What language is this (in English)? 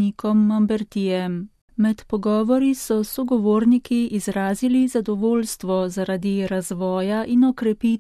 Slovenian